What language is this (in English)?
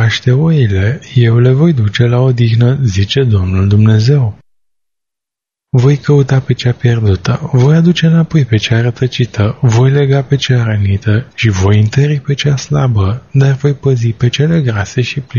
Romanian